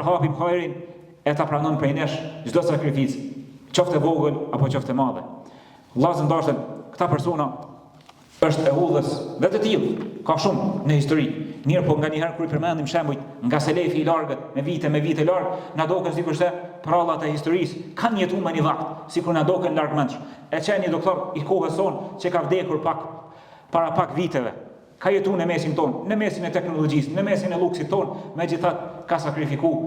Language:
Albanian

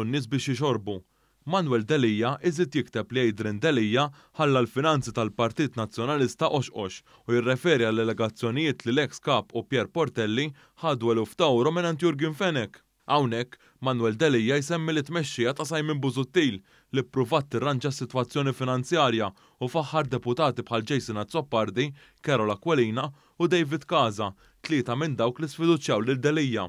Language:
Maltese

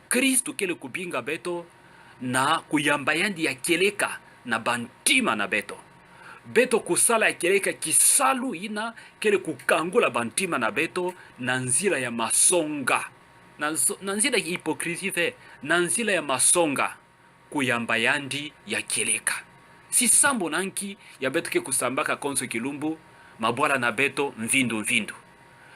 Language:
Kituba (Democratic Republic of Congo)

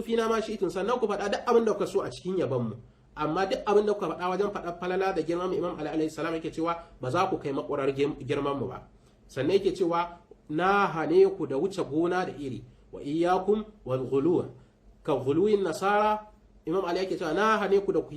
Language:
Hausa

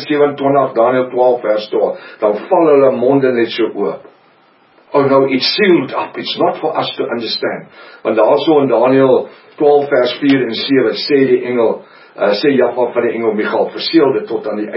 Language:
Afrikaans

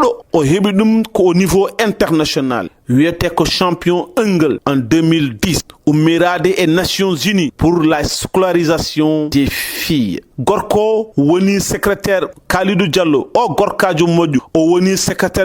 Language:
Fula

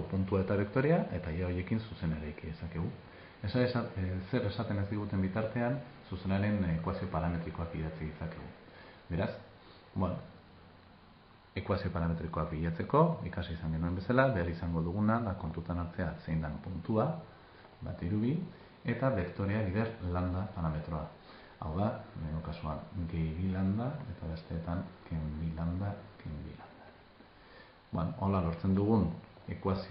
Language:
Basque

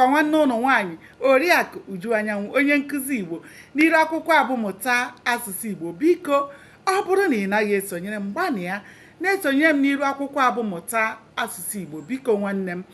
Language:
Igbo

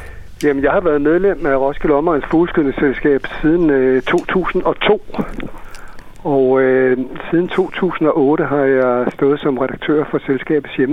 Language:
Danish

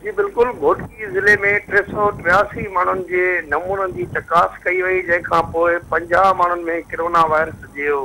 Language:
Sindhi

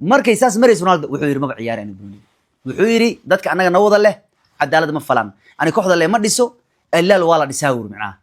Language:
Somali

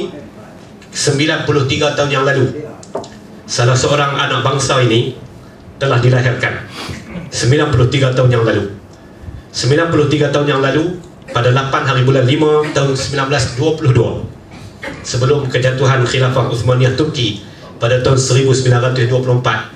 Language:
Malay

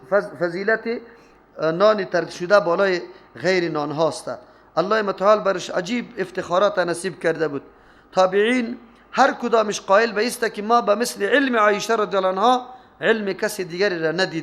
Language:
Persian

